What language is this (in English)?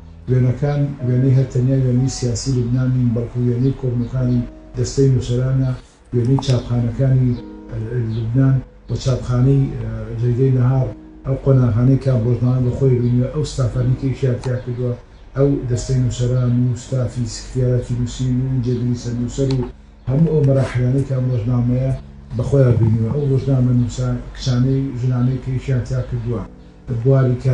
Central Kurdish